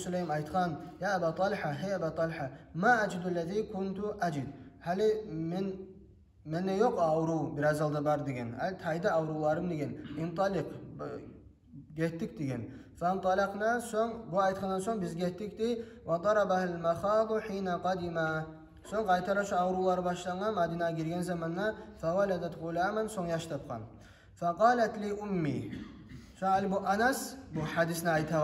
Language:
Kumyk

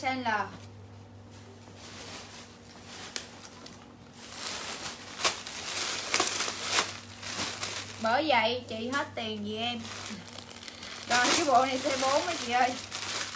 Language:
Vietnamese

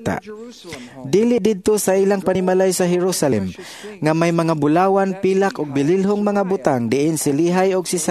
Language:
Cebuano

